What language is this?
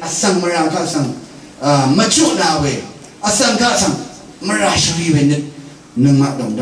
Rawang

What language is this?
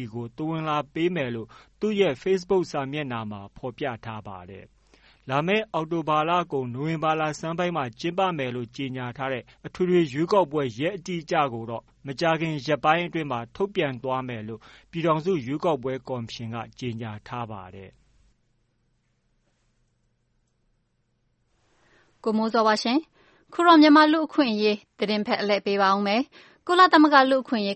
Burmese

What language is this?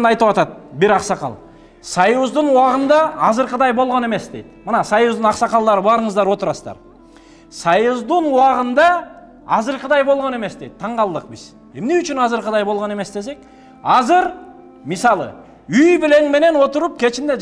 Kyrgyz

